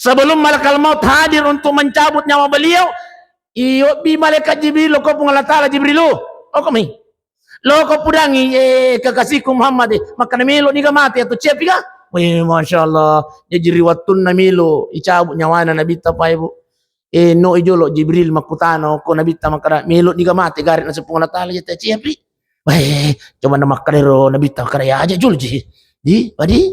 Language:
Buginese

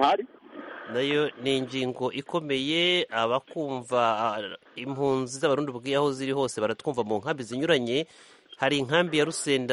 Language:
Kinyarwanda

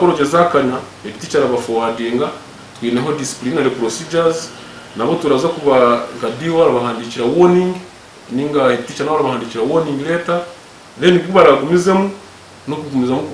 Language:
Nyankole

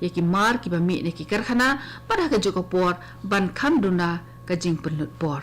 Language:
Khasi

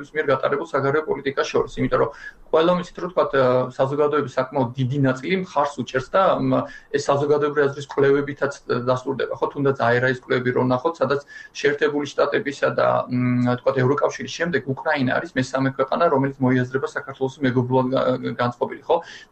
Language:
Georgian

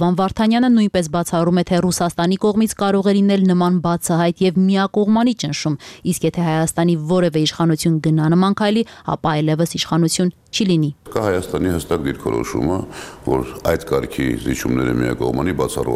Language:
Armenian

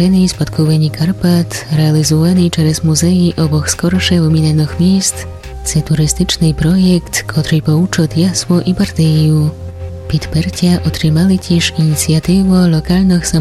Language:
Rusyn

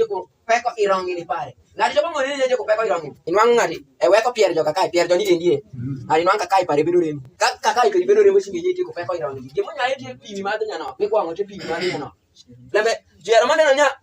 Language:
Alur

